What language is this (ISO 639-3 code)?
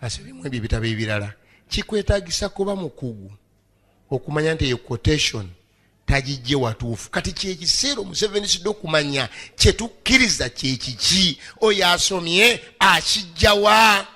lug